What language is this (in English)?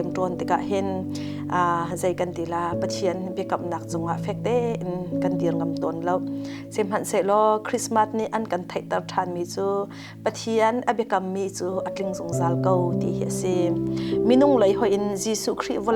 Hakha Chin